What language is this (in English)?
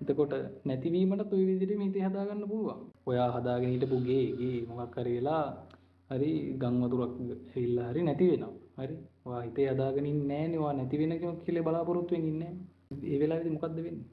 Sinhala